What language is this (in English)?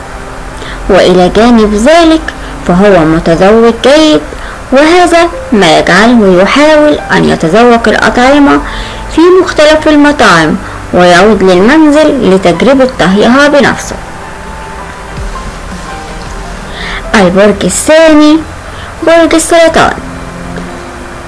Arabic